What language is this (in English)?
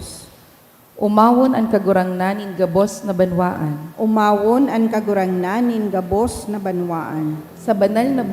Bikol